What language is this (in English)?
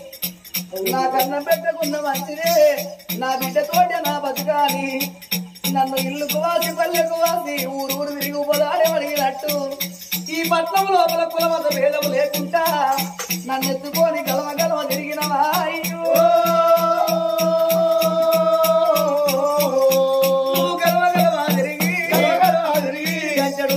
Telugu